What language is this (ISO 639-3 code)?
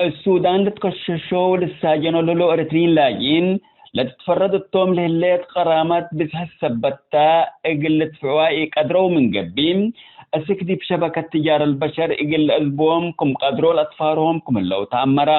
tig